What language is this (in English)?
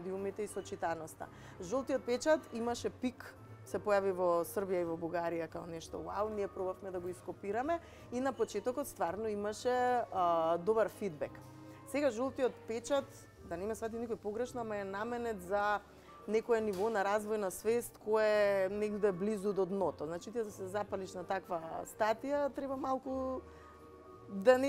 Macedonian